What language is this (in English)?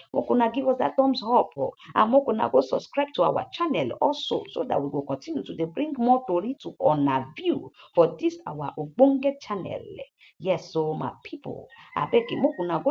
Nigerian Pidgin